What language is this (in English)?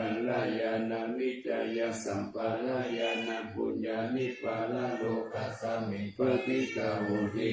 Pali